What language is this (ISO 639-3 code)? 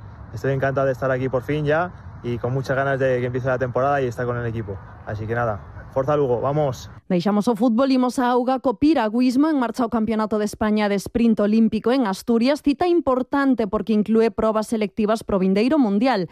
glg